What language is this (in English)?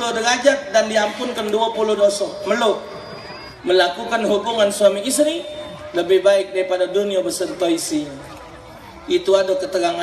Musi